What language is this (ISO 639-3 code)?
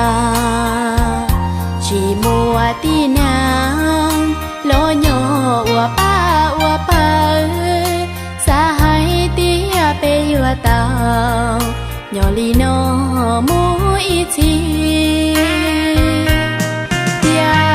hmn